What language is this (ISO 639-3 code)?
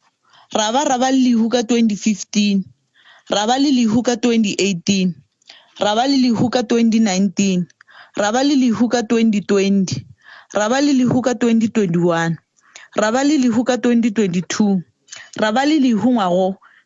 nso